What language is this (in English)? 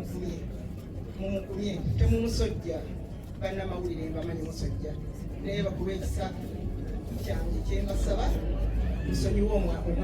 Ganda